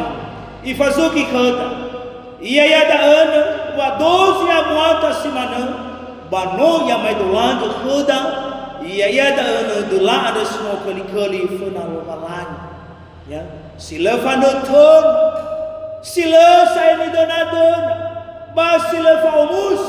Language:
Nias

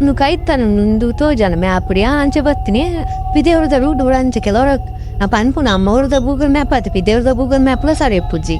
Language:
Tulu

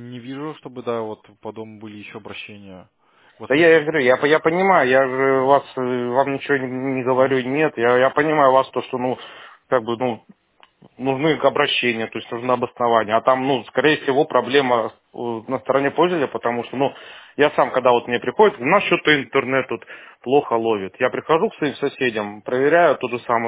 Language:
Russian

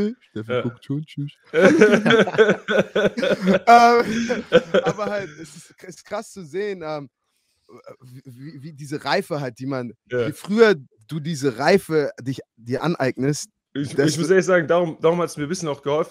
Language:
German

